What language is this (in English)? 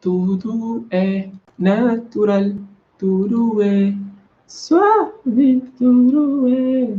Kabuverdianu